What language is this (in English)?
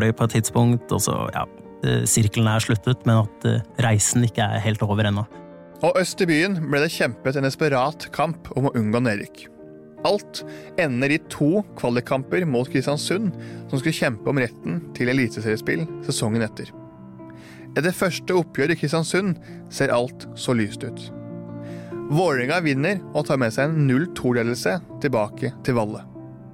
Norwegian